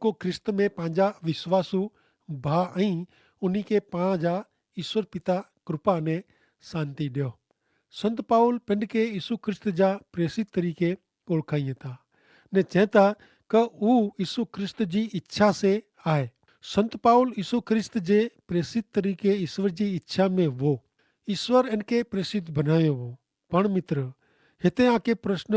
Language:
Kachhi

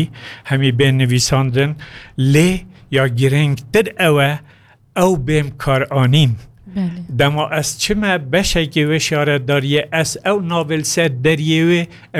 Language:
Kurdish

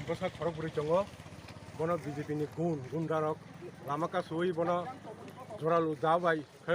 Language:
Kok Borok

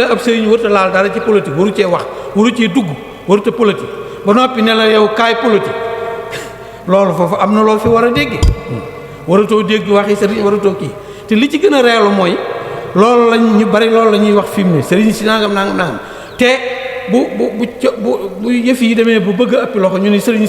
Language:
Wolof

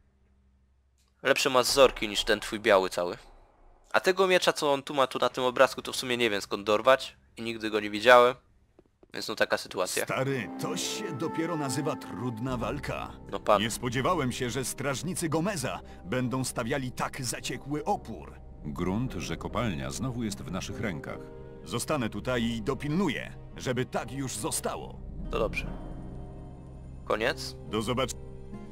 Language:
Polish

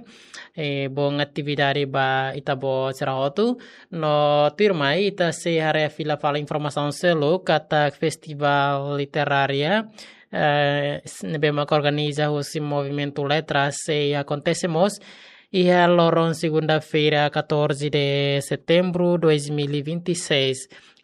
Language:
Tetum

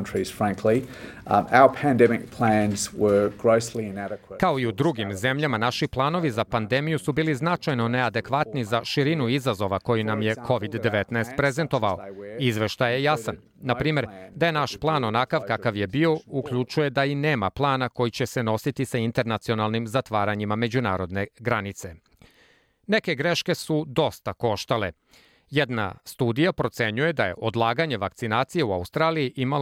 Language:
Serbian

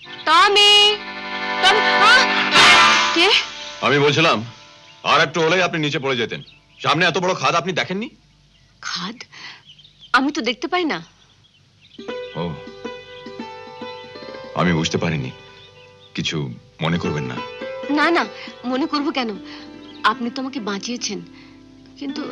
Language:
Bangla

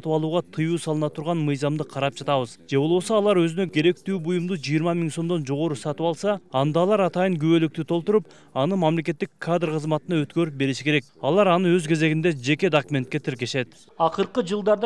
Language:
Kyrgyz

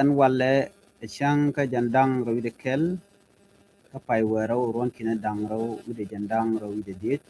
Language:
Nuer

